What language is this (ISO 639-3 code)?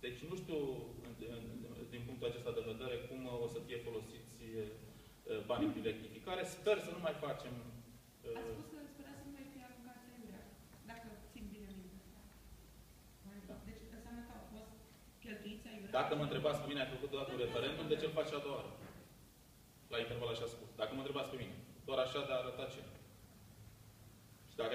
ron